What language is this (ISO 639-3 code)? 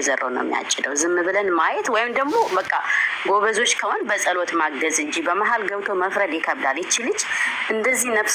amh